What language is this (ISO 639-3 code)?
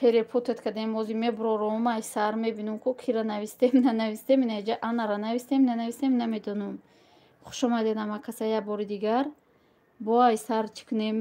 tgk